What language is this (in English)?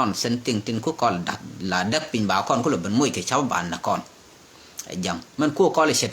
Nuer